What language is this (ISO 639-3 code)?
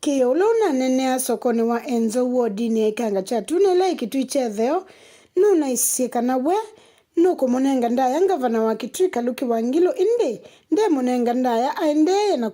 kam